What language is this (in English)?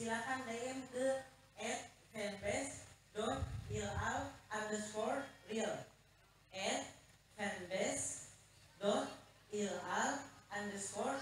Indonesian